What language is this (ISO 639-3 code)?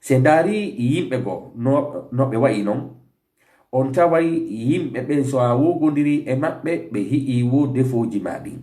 ful